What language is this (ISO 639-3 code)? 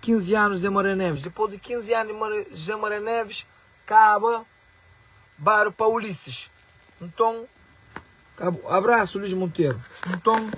kea